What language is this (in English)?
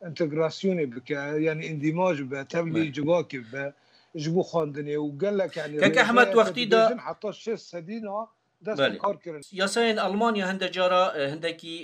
Kurdish